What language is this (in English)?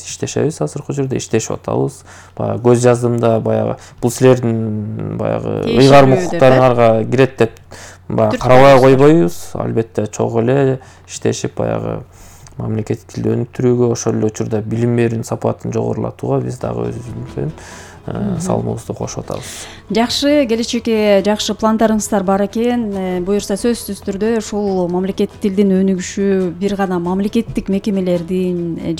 Kyrgyz